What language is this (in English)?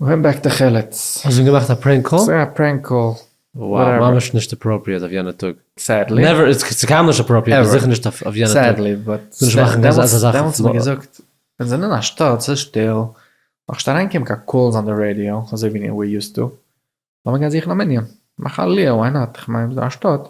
Yiddish